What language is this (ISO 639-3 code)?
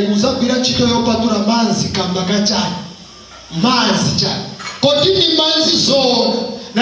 nya